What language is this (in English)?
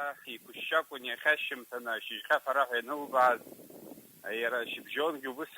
Abkhazian